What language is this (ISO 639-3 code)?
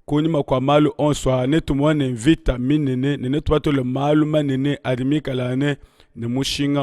lua